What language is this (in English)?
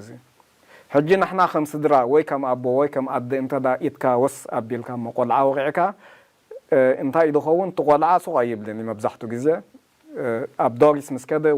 Tigrinya